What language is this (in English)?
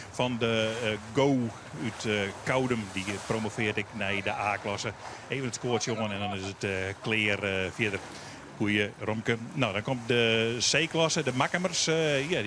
Western Frisian